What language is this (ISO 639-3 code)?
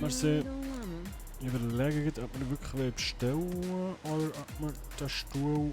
gsw